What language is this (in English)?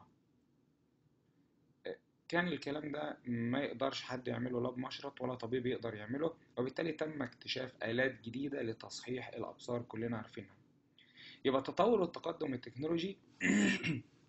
Egyptian Arabic